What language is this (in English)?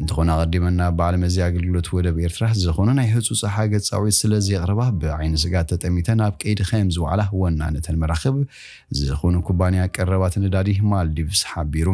Tigrinya